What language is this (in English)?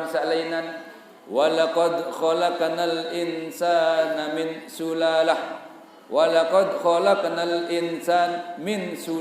Sasak